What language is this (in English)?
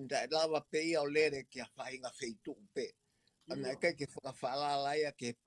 Tongan